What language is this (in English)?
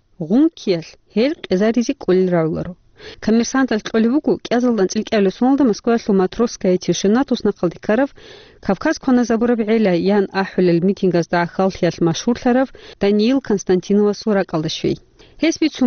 Avaric